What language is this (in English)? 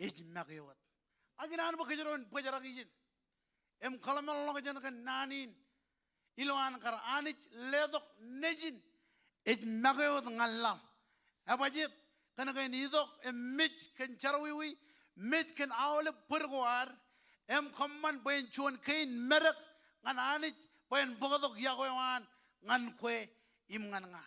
Marshallese